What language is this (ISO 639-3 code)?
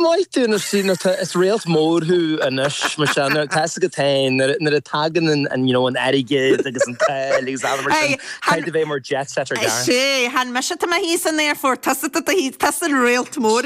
gle